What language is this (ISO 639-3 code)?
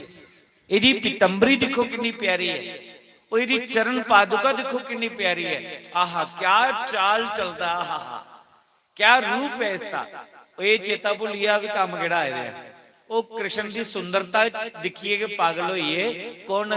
doi